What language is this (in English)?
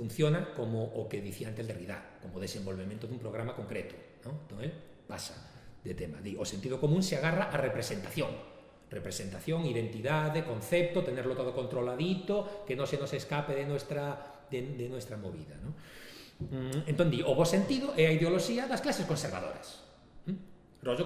Galician